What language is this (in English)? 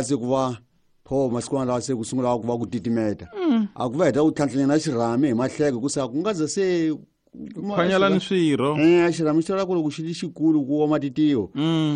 Tsonga